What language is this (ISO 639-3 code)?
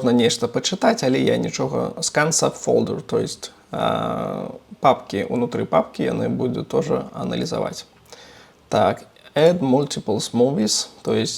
bel